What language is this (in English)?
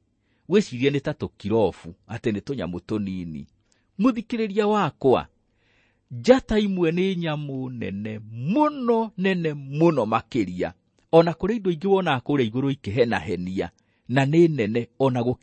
Kikuyu